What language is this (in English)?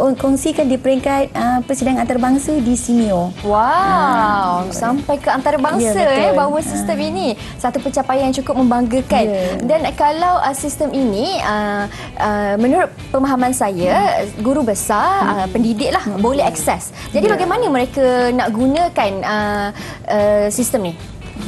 Malay